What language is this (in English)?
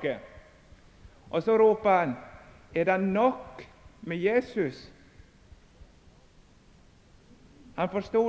Norwegian